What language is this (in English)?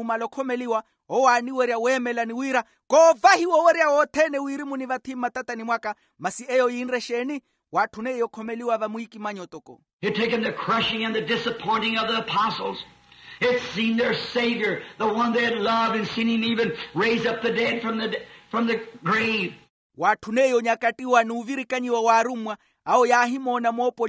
Makhuwa